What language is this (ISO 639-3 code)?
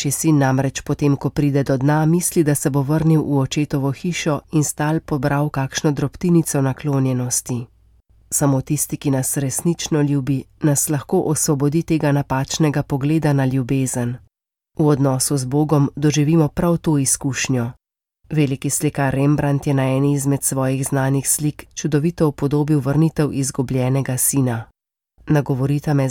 slv